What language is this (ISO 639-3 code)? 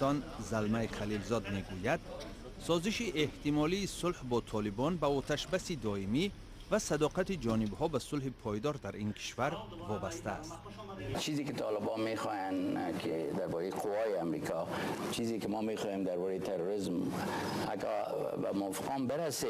tgk